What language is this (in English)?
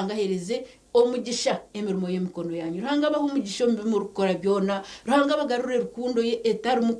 Nyankole